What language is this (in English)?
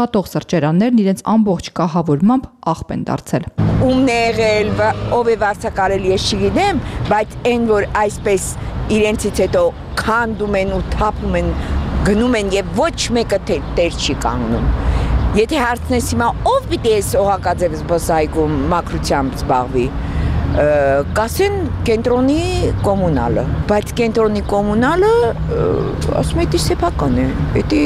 Armenian